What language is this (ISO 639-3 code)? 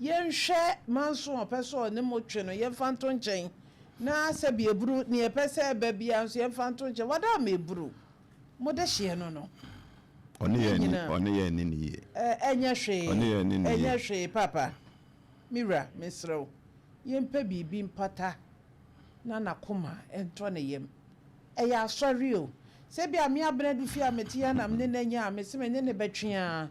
aka